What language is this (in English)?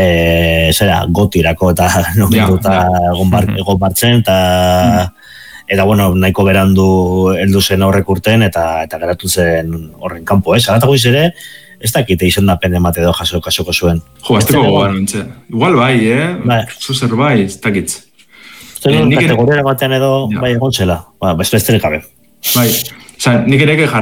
Basque